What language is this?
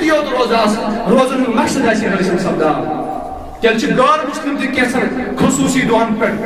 Kashmiri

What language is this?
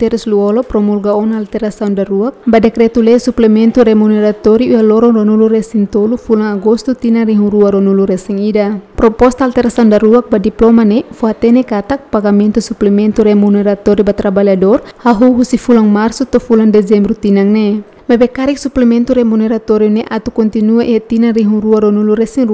Tetum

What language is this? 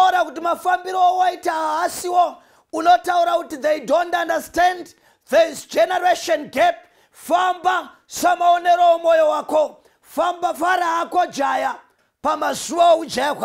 Shona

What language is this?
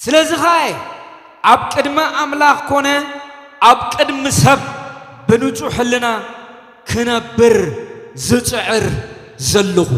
Tigrinya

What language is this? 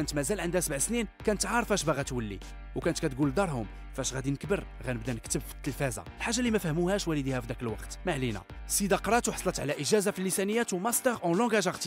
Moroccan Arabic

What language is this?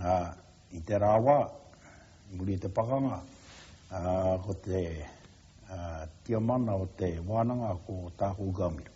Māori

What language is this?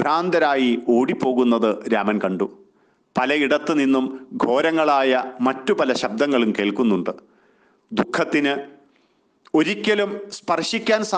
Malayalam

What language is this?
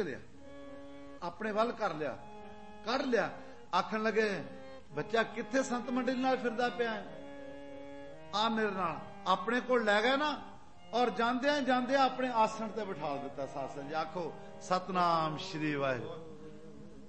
Punjabi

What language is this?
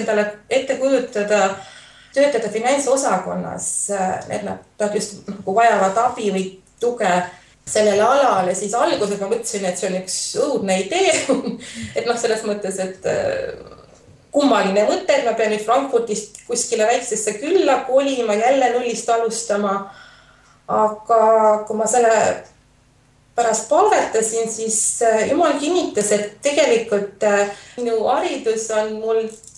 Estonian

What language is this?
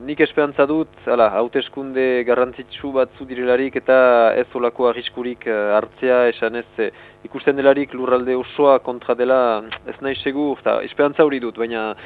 Basque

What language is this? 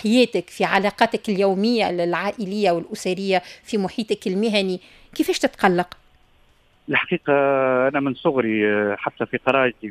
Tunisian Arabic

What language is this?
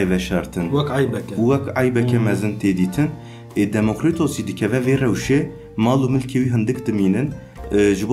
Kurdish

